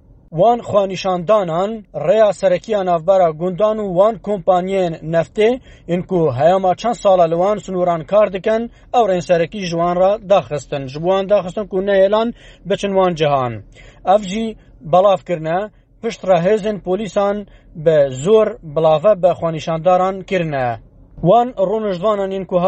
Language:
Kurdish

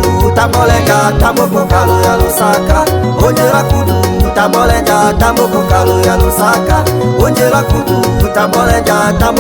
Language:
Tetela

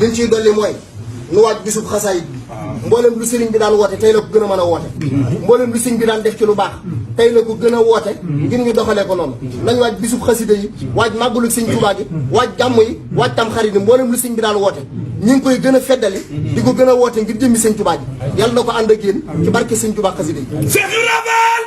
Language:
Wolof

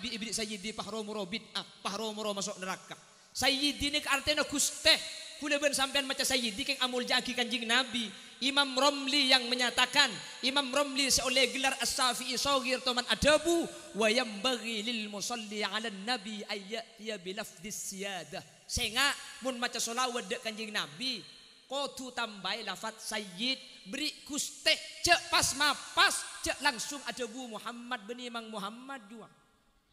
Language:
Madurese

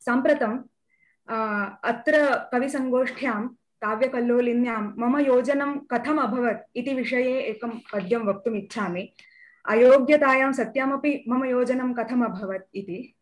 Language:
Sanskrit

